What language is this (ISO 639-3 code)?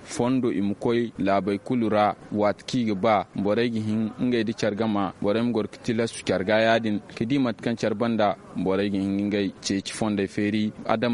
dje